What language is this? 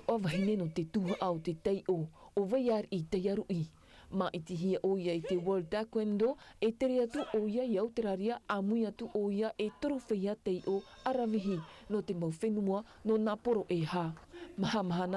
Tahitian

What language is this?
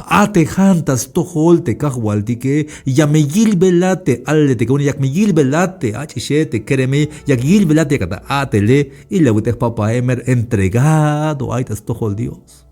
Tzeltal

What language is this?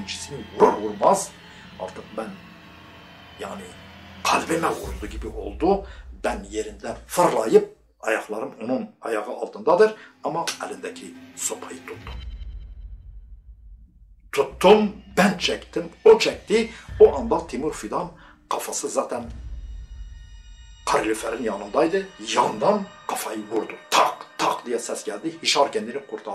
Turkish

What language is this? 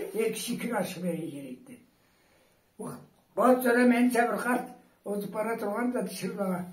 Karachay-Balkar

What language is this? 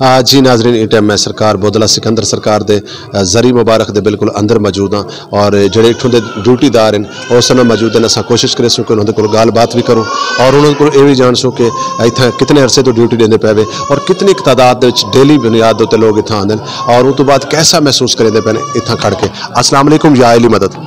Saraiki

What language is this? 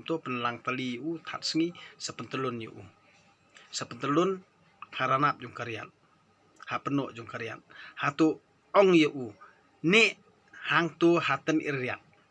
Khasi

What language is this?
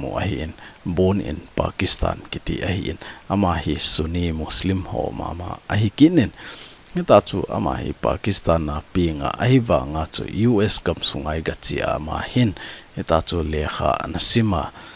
Thado Chin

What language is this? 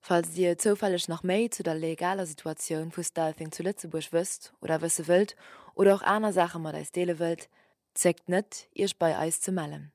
Luxembourgish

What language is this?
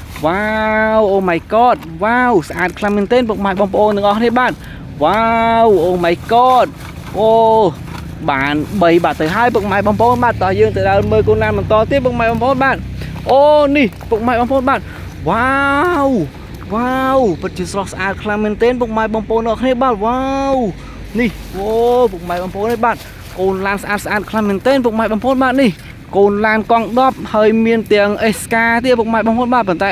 Khmer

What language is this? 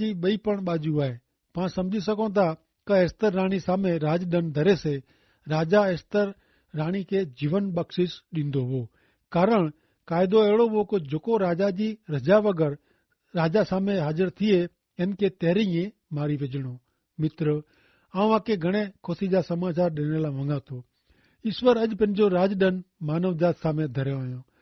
Kachhi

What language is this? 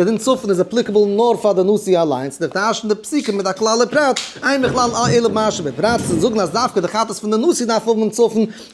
Yiddish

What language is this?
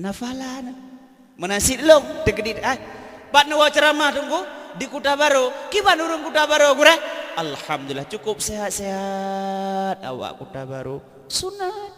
Achinese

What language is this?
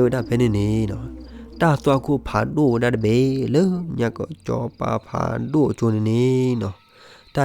S'gaw Karen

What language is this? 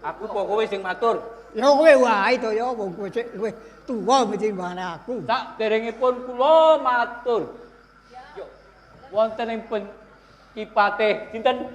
Javanese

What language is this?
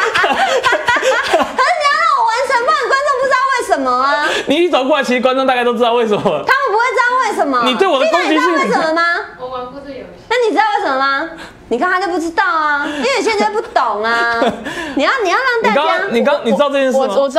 Chinese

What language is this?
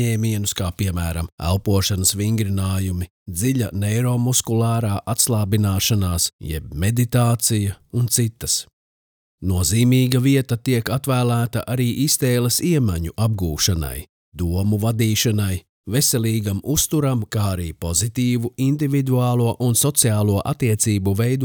Latvian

